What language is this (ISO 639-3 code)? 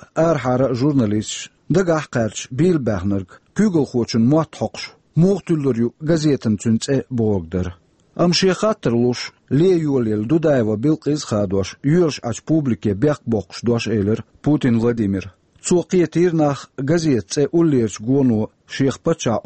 che